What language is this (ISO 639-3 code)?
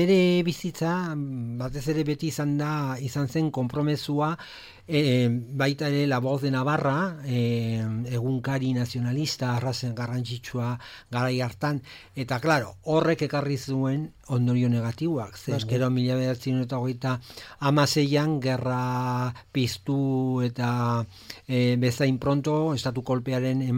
eus